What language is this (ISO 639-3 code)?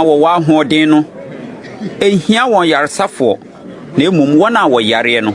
aka